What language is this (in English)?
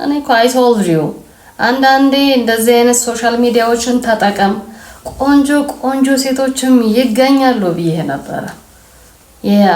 Amharic